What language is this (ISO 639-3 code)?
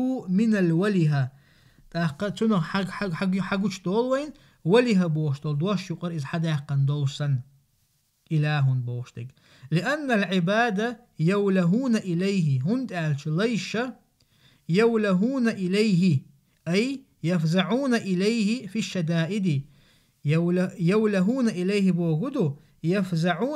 che